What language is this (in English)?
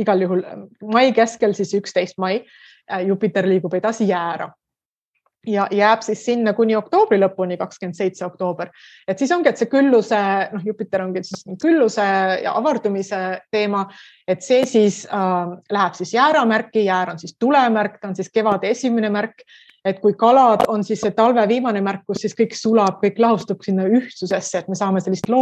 Estonian